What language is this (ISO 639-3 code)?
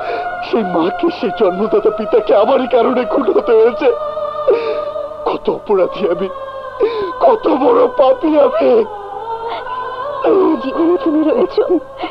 ben